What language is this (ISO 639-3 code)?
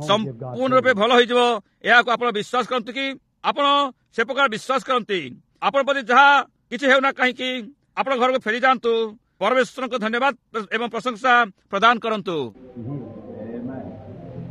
ori